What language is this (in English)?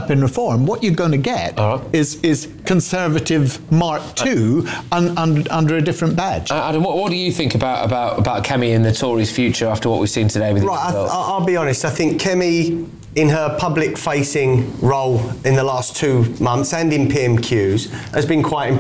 English